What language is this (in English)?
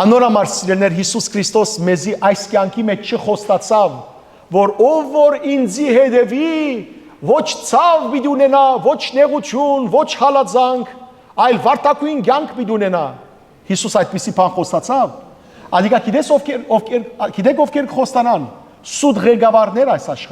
Western Armenian